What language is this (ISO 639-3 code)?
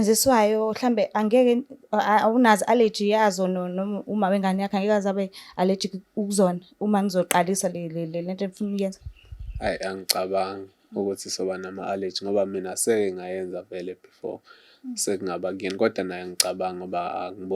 zul